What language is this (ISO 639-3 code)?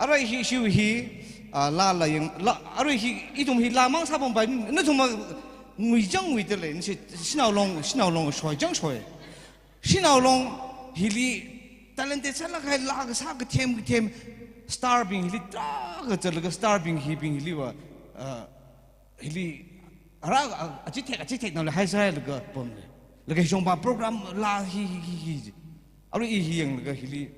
nmf